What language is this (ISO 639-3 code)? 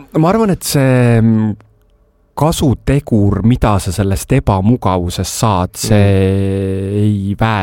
est